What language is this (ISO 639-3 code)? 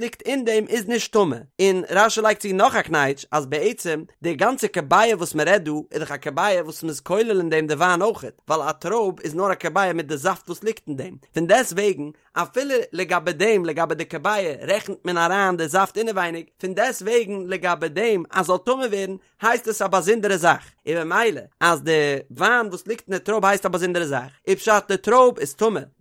yid